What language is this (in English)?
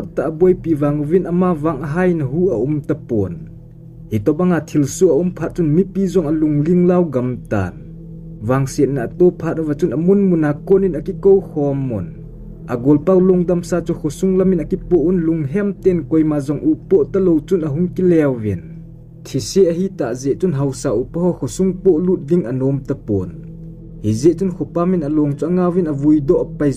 Thado Chin